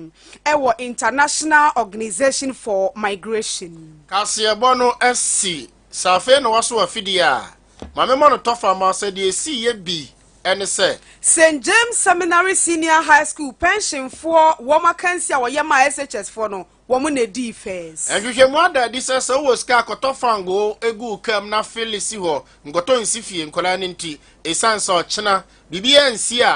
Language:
Akan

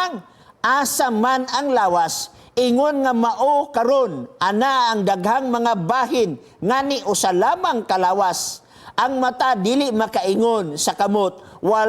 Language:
Cebuano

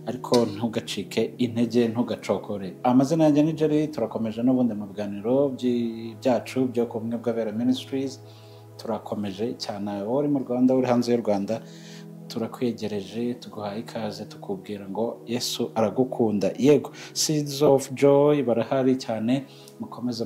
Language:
Kinyarwanda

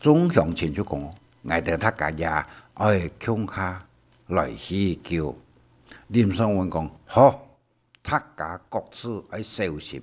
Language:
Hakka Chinese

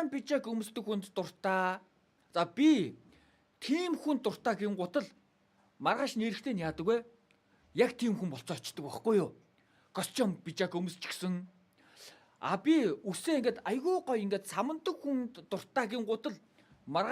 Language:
Mongolian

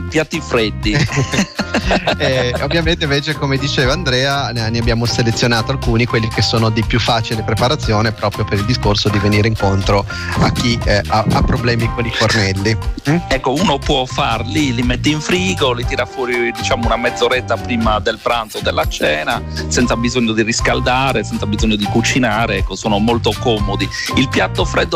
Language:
Italian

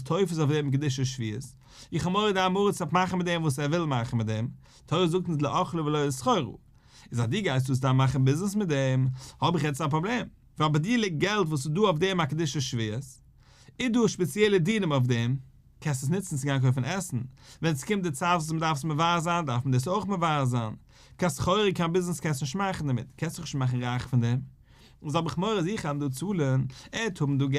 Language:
Yiddish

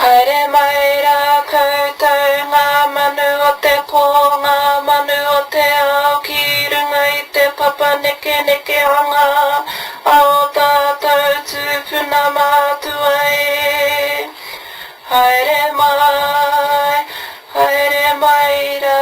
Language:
Māori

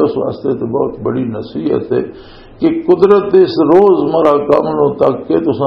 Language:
Western Panjabi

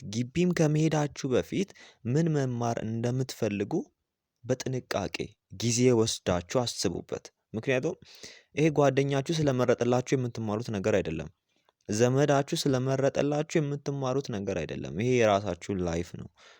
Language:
Amharic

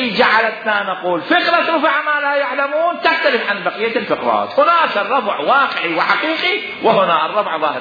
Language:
Mesopotamian Arabic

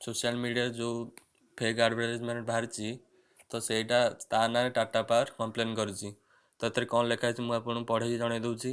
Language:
Odia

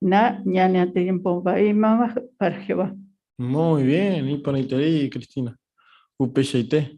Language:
Guarani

